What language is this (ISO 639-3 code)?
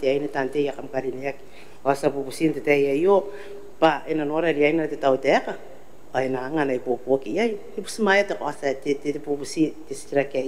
gil